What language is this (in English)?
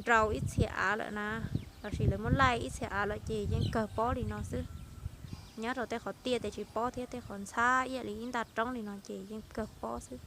Hmong